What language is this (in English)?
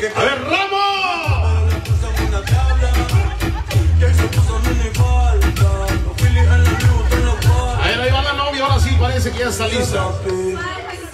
Spanish